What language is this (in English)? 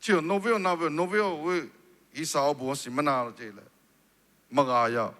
Lahu